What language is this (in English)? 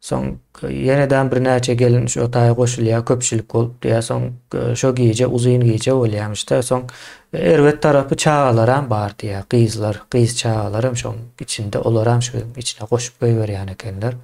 Turkmen